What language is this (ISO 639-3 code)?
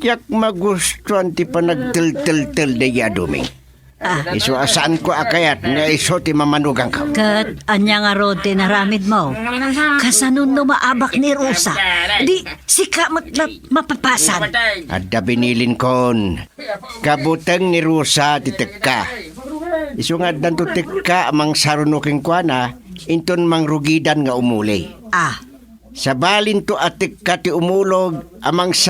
ilo